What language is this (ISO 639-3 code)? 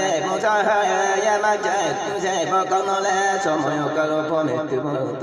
ria